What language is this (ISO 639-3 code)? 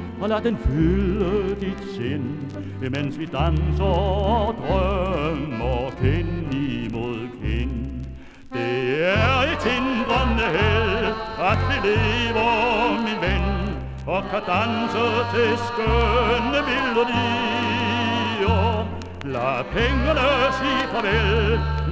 dan